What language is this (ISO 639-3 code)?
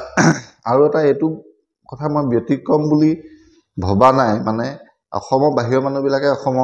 asm